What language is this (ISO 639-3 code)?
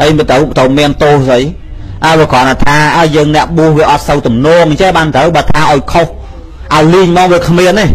khm